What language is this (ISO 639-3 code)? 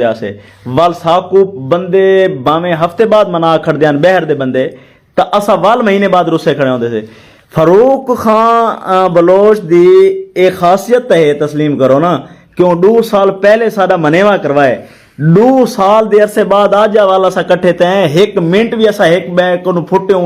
skr